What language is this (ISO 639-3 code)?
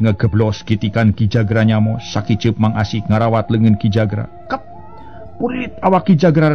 sun